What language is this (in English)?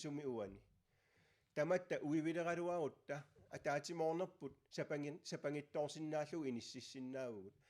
Kalaallisut